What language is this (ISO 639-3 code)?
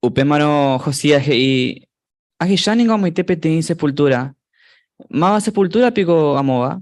grn